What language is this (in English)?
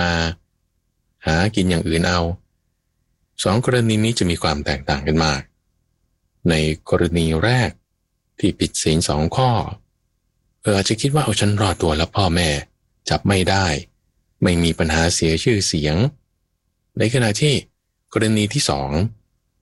Thai